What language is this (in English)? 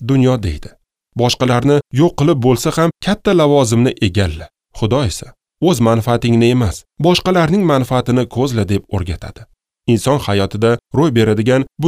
Uzbek